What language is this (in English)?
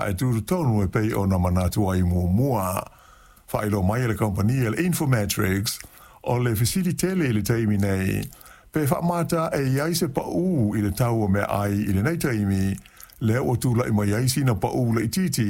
Samoan